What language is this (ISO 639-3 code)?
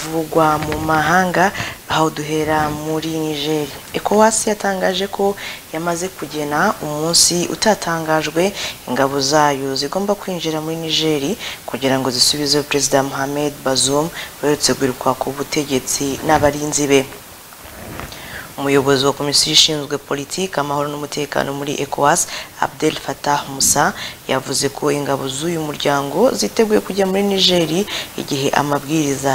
kin